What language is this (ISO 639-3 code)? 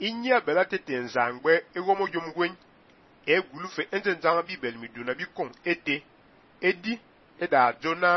fan